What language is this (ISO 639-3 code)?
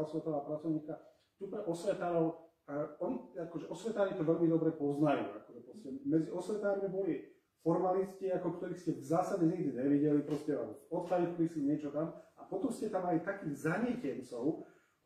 slk